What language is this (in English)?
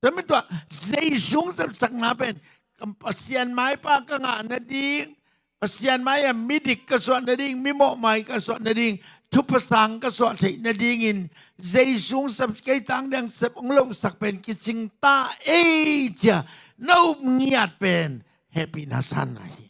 Tedim Chin